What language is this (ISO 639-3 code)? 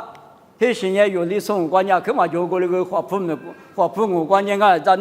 lis